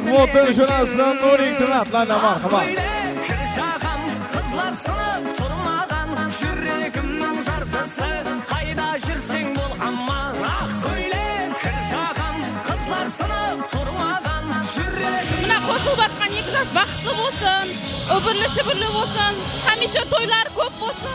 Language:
Kara-Kalpak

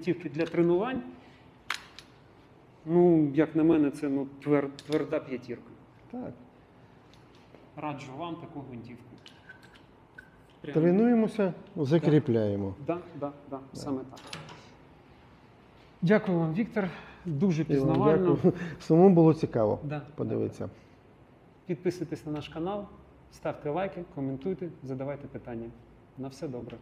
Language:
Ukrainian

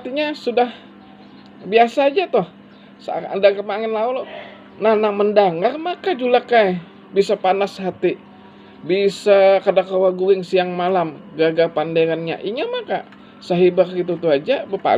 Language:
Banjar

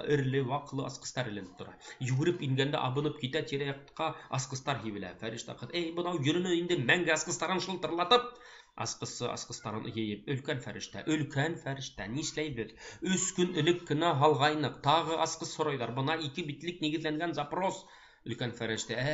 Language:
Bashkir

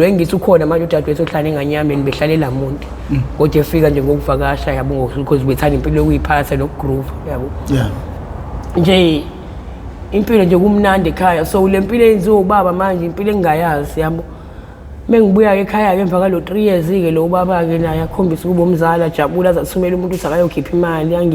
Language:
Zulu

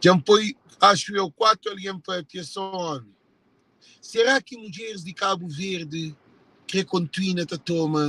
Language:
Kabuverdianu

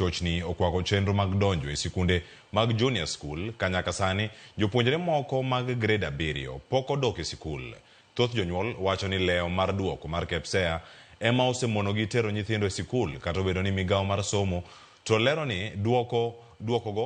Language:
Luo (Kenya and Tanzania)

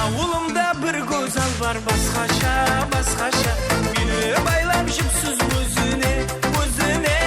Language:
Kara-Kalpak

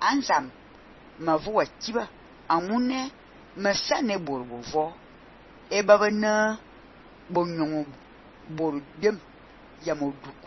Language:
Fang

